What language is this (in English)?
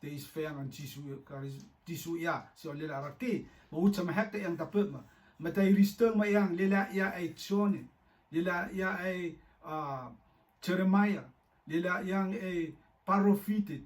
Rotuman